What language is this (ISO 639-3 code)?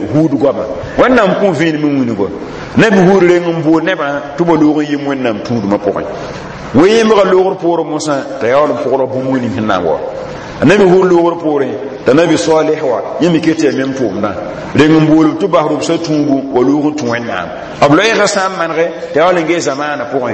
mos